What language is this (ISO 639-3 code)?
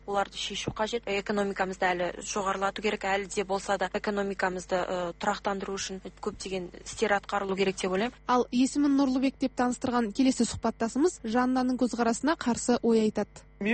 kaz